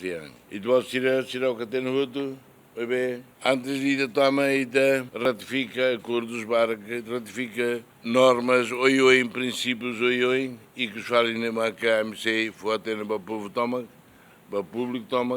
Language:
Tetum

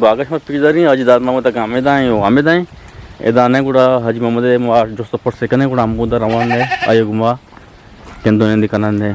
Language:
Eastern Balochi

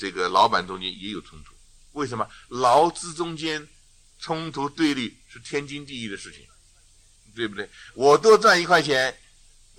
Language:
Chinese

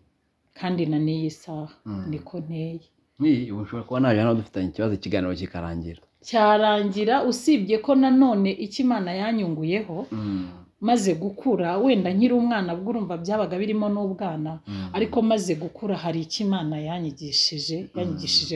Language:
Kinyarwanda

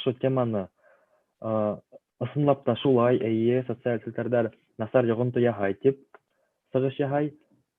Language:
Bashkir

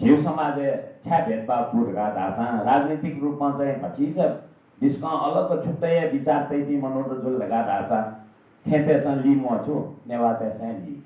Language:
Newari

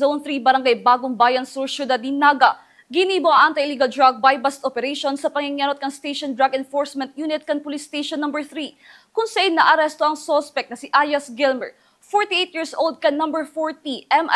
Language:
Bikol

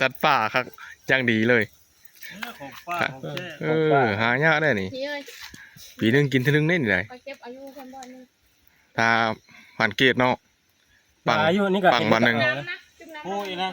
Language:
Northeastern Thai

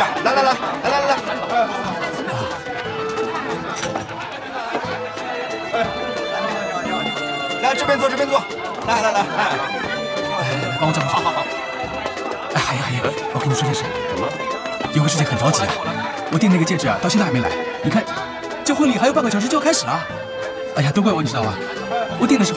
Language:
Chinese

